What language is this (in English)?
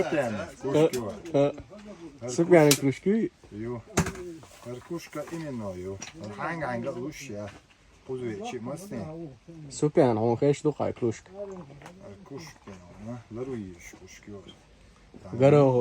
Chechen